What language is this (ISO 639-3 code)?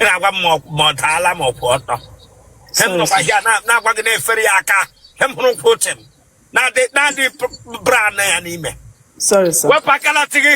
ibo